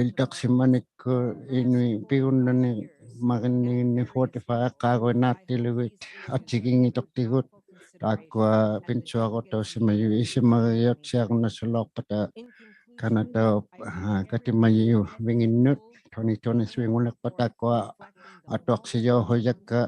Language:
Inuktitut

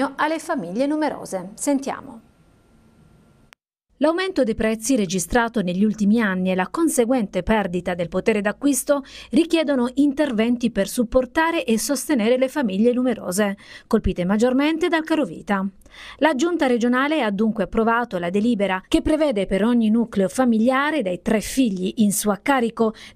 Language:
Italian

